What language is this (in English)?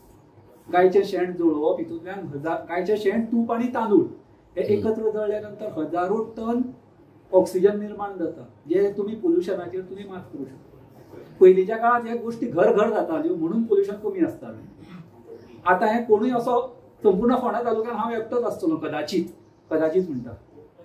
Konkani